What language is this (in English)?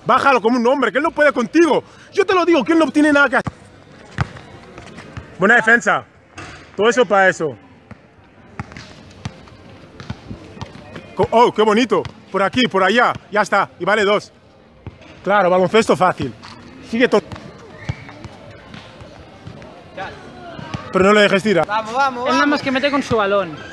Spanish